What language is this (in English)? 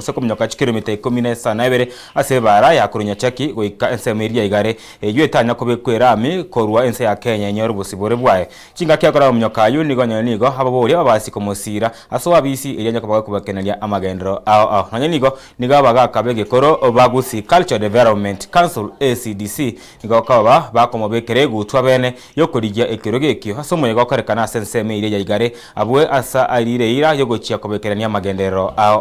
Gusii